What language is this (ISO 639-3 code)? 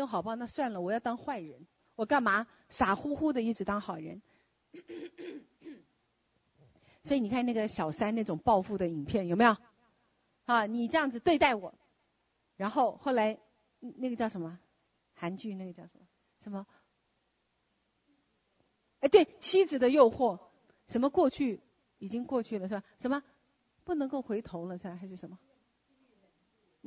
zho